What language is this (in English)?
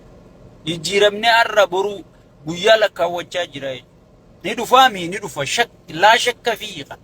Oromo